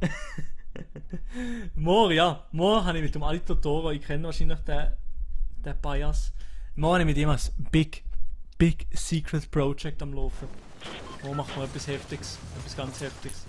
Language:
Swiss German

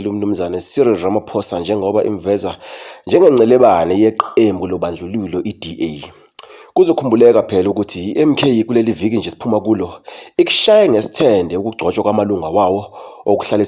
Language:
Zulu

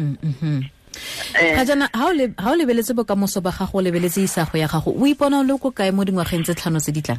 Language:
Tswana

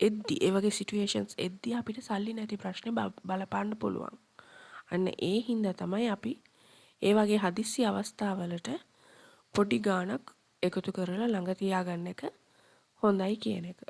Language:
Sinhala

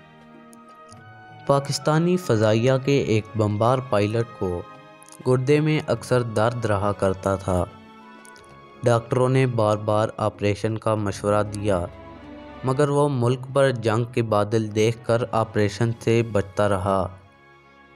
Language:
Urdu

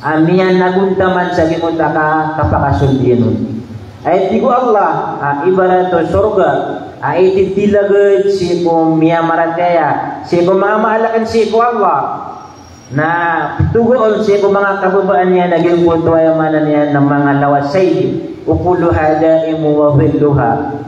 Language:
Maranao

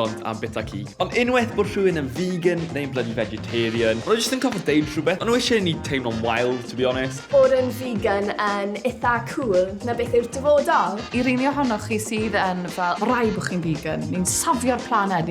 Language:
Welsh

